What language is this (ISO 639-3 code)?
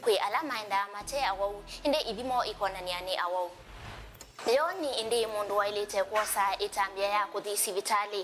kam